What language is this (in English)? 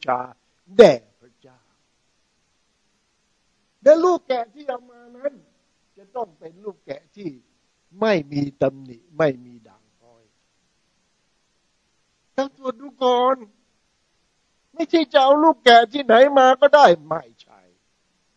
Thai